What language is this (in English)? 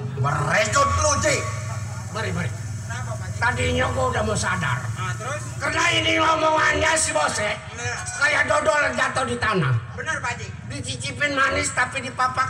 Betawi